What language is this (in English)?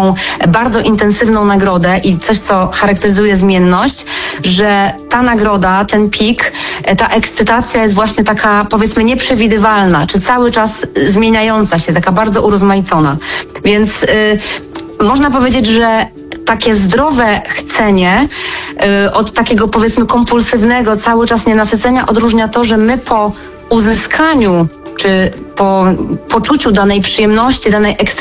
Polish